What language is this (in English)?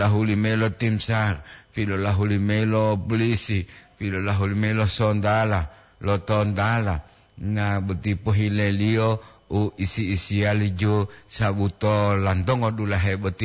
Gorontalo